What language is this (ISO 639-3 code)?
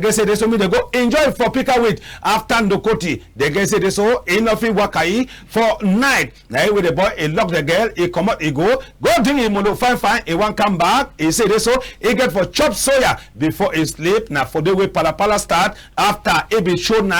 wes